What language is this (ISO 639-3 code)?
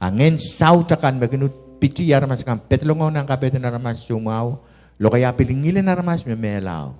pon